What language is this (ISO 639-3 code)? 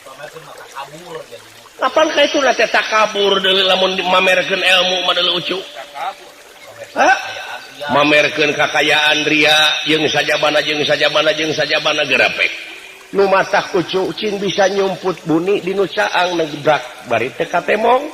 sun